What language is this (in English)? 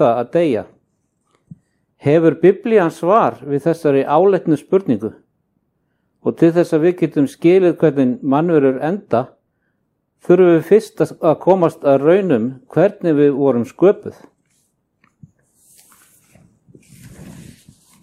Icelandic